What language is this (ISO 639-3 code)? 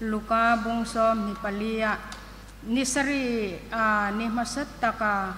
hmr